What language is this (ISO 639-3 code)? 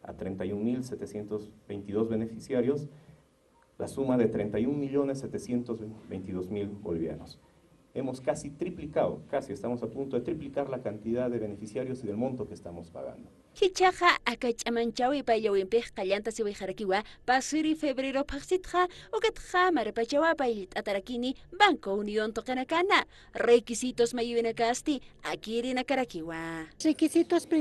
aym